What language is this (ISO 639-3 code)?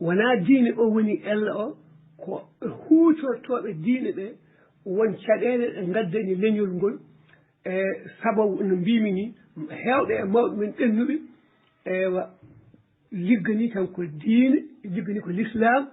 ful